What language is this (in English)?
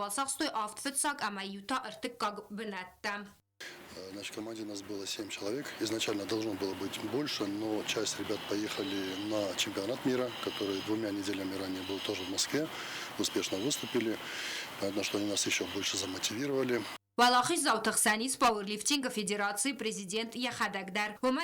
Ossetic